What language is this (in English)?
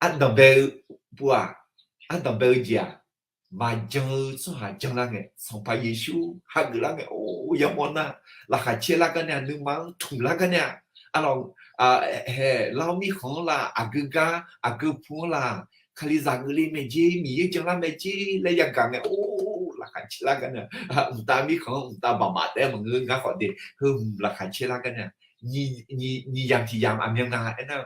Akha